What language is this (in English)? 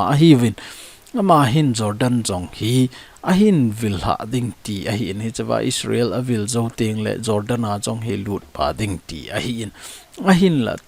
Thado Chin